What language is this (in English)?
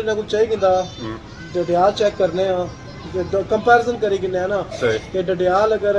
Pahari-Potwari